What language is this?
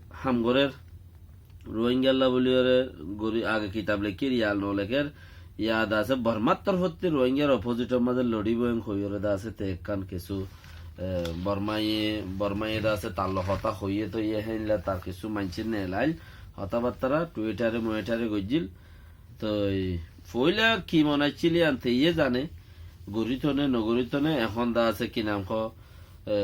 Rohingya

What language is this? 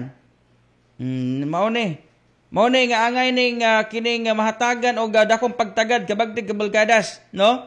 Cebuano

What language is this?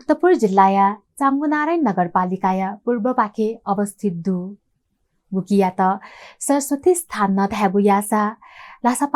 Newari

